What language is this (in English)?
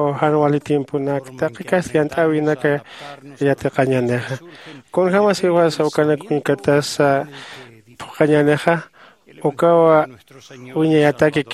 Aymara